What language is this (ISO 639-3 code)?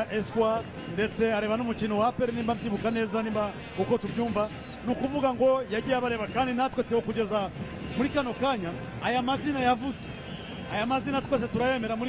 kin